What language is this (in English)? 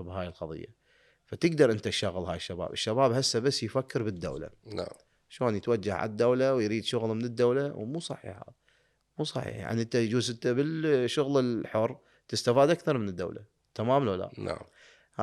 Mesopotamian Arabic